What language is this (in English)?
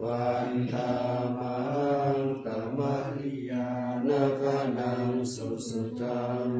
Pali